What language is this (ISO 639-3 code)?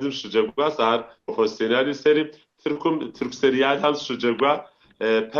kbd